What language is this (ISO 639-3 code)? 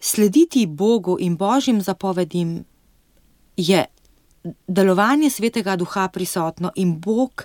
slv